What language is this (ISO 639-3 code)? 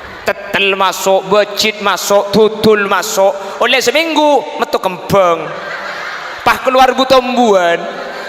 mad